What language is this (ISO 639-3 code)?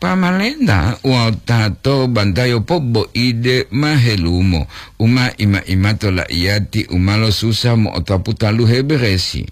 gor